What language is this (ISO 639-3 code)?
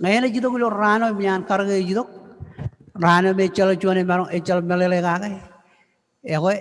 mah